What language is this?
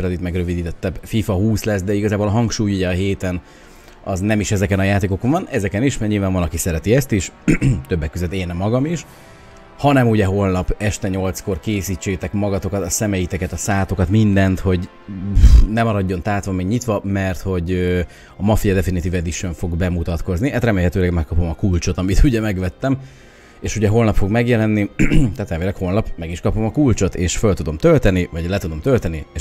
Hungarian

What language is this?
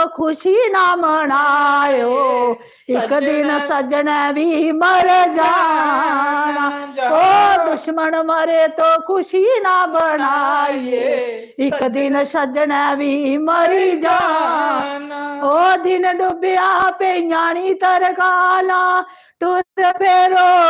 Dogri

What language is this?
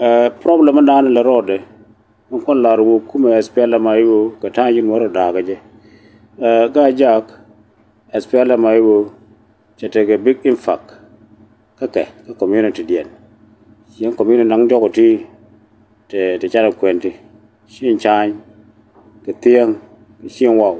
Nuer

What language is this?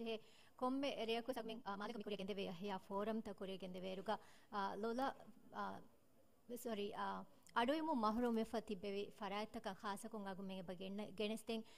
Divehi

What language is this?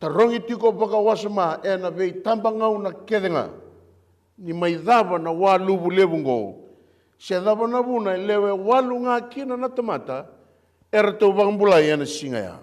Fijian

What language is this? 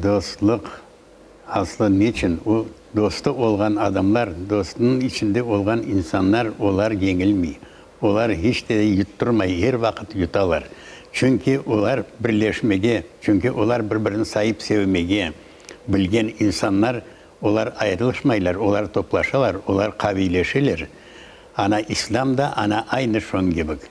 Crimean Tatar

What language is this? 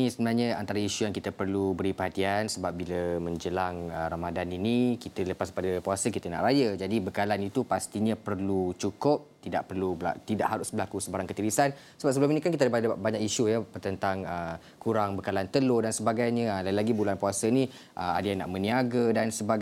Malay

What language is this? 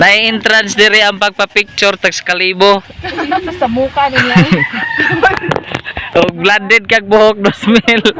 Cebuano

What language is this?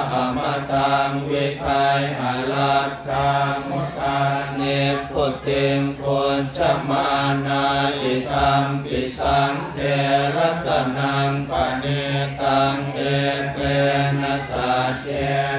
Pali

